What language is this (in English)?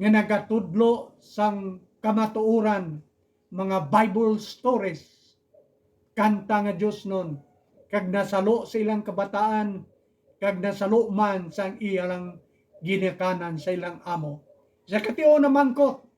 Hiligaynon